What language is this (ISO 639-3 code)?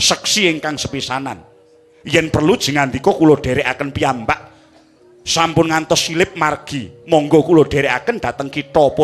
jav